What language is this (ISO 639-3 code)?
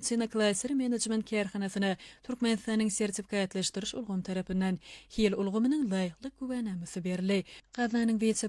tuk